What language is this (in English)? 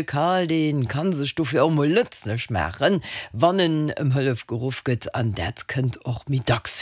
Luxembourgish